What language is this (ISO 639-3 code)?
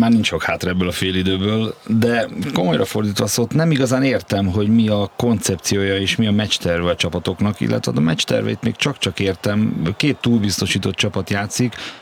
hun